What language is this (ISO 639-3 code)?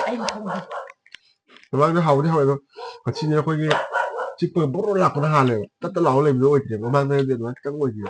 mni